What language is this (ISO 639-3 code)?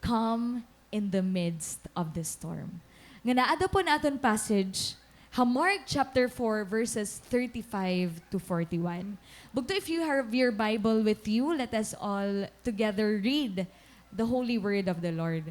war